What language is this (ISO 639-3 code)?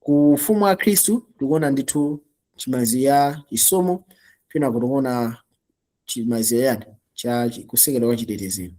nya